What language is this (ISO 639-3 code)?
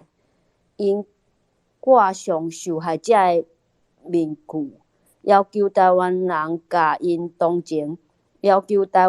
nan